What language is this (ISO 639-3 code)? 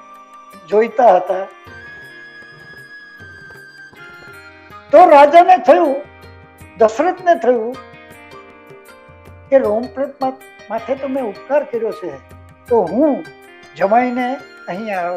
guj